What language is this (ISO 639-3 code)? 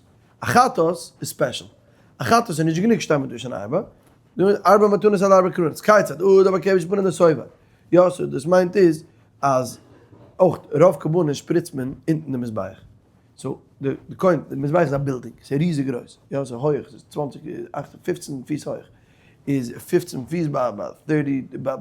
yid